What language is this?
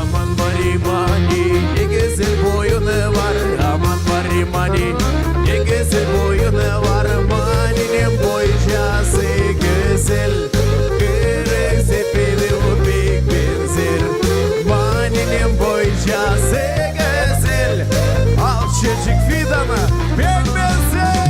Gagauz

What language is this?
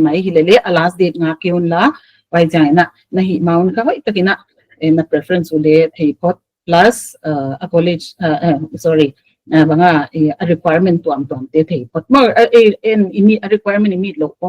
Paite Chin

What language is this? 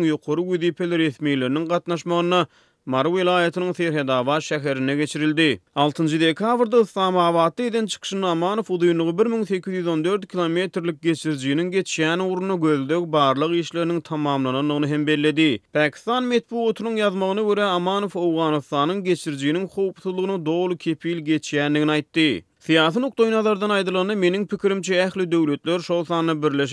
Turkmen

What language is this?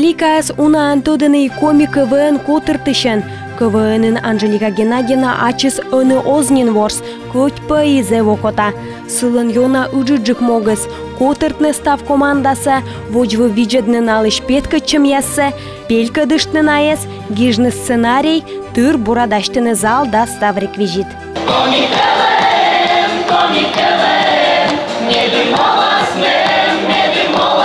Komi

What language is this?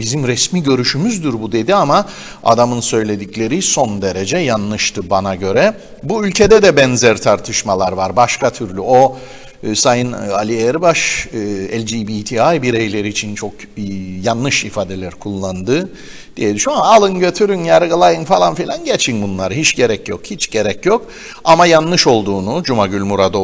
Turkish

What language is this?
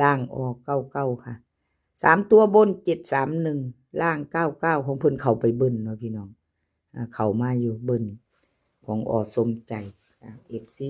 Northeastern Thai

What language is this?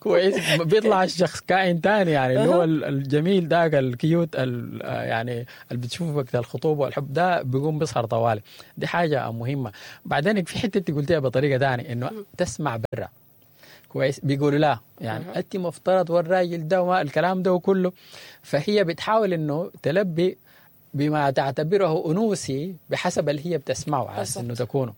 Sudanese Arabic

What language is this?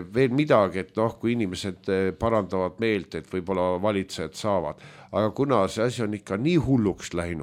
Estonian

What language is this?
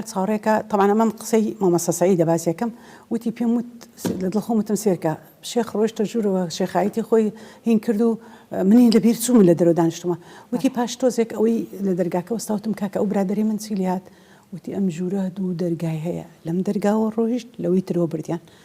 Central Kurdish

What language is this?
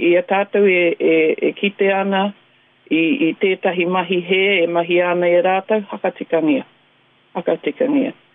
Māori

